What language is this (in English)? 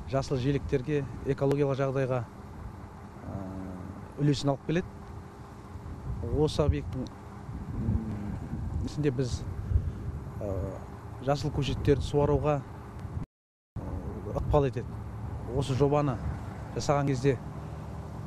Kazakh